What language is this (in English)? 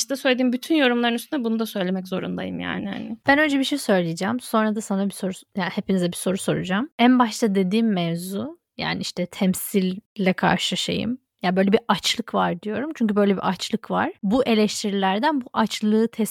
Turkish